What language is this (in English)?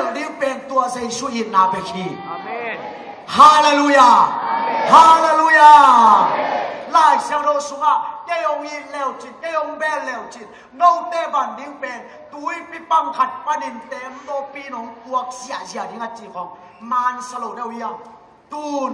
Tedim Chin